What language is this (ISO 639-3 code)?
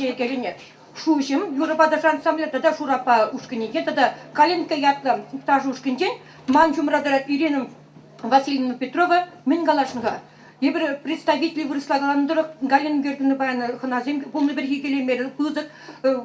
chv